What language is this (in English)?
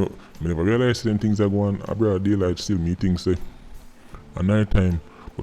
Jamaican Creole English